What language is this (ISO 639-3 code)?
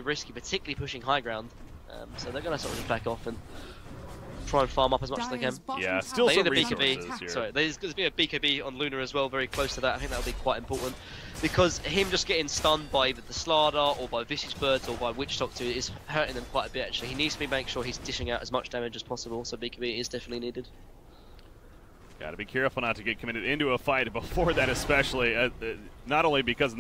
eng